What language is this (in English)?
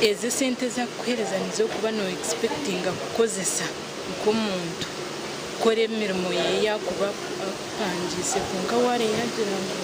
Nyankole